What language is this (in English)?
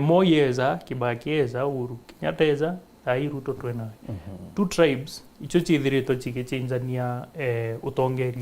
Meru